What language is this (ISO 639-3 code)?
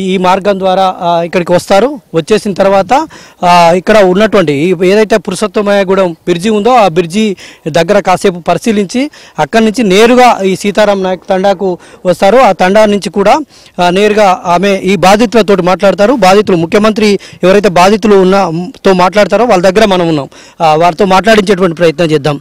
tel